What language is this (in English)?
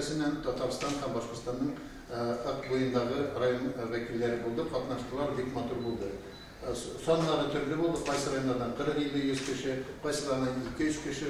Tatar